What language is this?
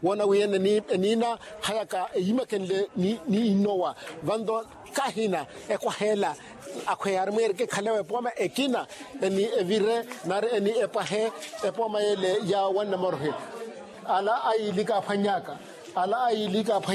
Makhuwa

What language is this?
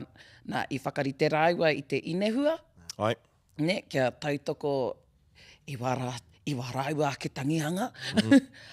Māori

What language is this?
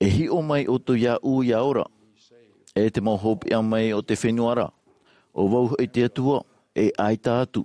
Tahitian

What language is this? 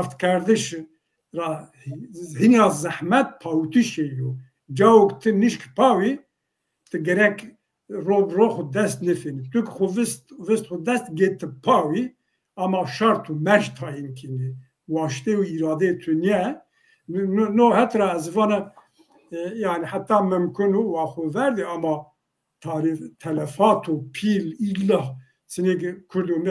Zaza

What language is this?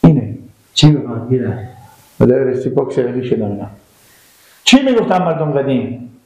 Persian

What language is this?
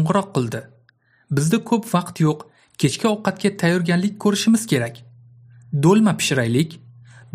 Uzbek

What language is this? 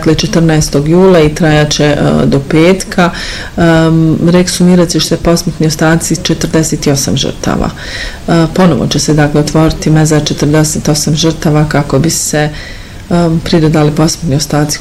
Bosnian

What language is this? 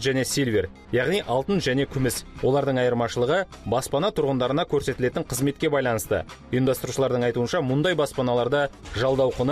Kazakh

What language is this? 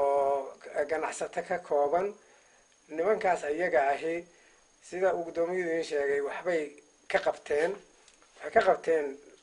Somali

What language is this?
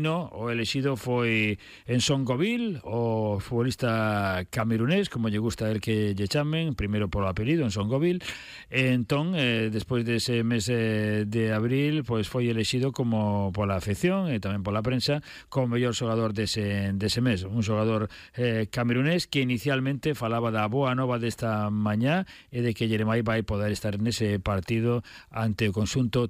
Galician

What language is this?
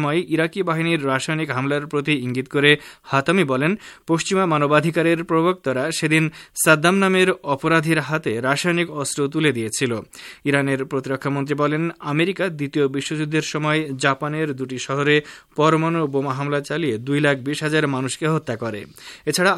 Bangla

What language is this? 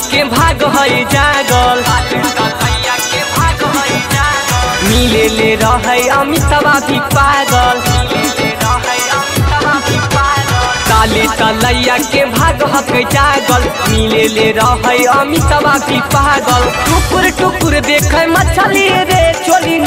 Bhojpuri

